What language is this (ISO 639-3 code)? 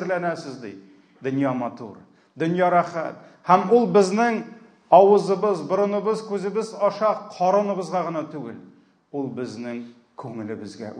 tat